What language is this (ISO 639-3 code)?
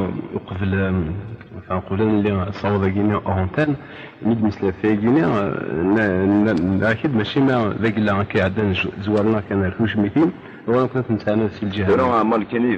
kab